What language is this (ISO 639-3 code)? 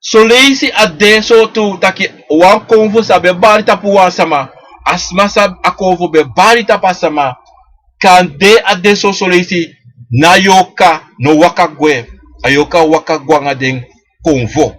srn